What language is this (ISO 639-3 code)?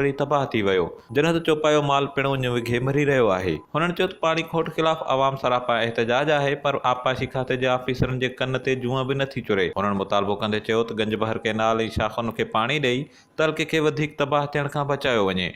snd